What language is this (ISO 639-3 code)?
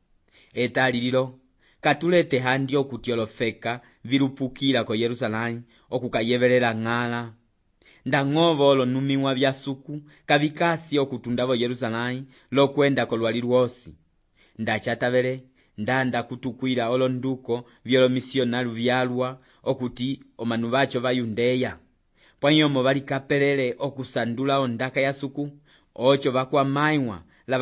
umb